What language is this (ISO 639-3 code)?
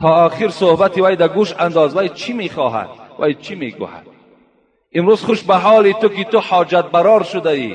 tgk